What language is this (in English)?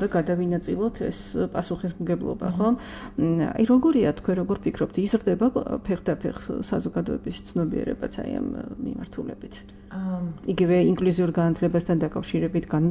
Georgian